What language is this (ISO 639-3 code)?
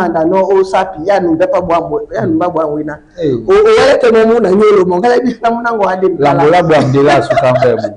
dua